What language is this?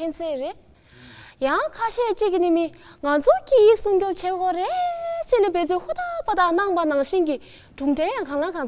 Tibetan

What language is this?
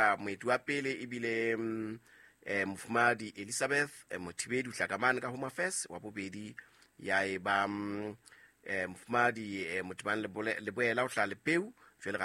Southern Sotho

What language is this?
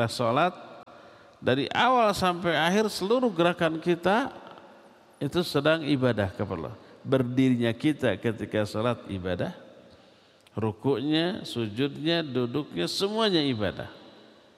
Indonesian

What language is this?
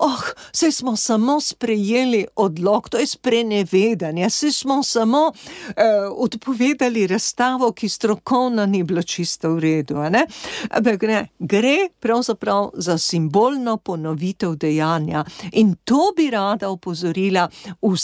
Slovenian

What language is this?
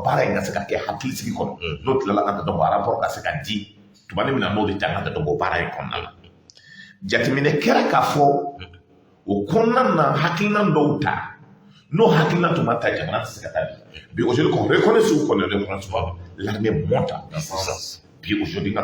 Bambara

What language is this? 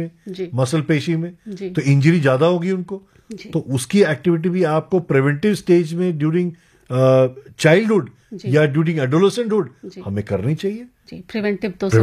Hindi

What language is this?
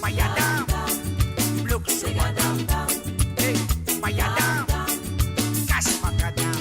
Morisyen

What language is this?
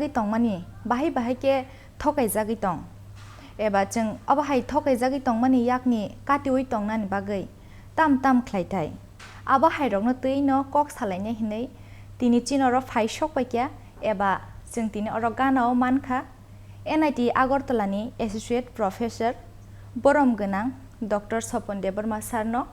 Kok Borok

